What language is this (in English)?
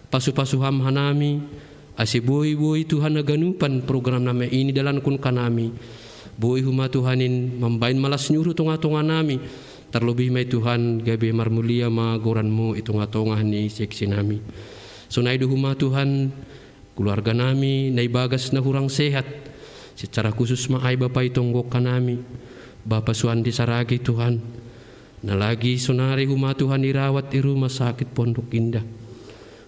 Batak Simalungun